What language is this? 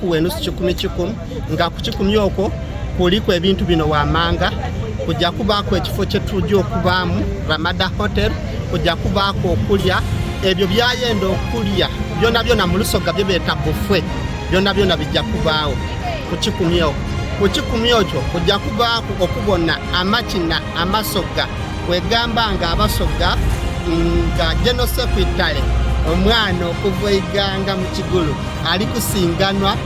Soga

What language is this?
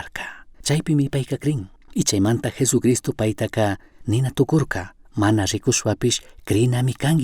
Chimborazo Highland Quichua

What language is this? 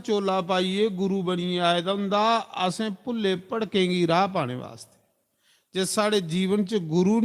Dogri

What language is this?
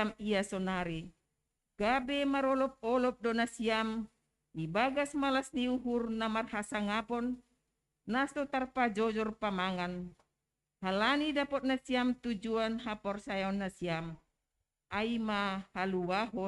Batak Simalungun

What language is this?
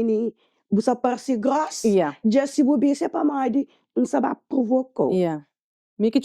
Kabuverdianu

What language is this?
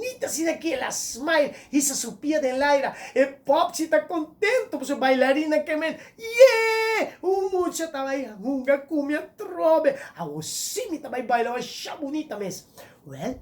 Papiamento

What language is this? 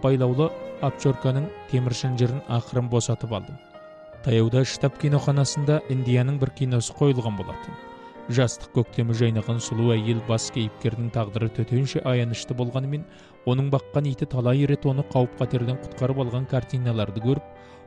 Kazakh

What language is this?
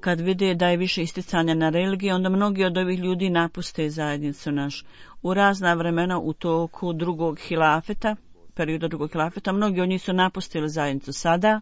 Bosnian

